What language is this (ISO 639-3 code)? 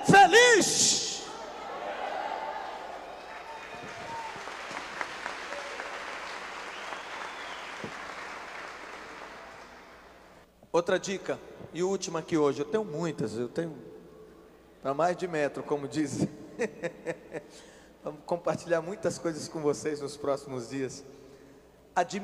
por